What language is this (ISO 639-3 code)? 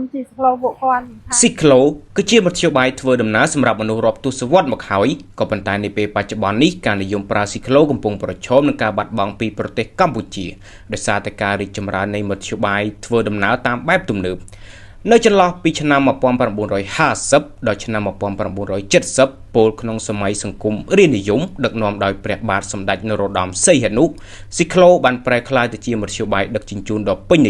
khm